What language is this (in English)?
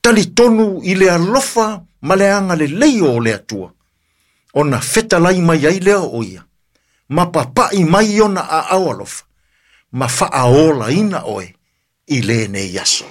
Samoan